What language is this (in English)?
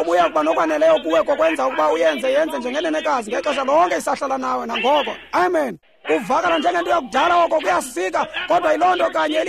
Xhosa